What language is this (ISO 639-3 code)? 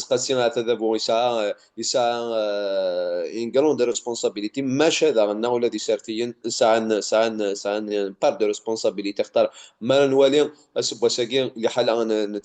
kab